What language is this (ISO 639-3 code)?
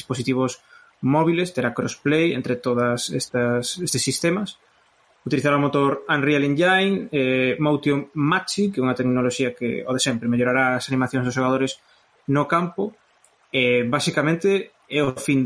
glg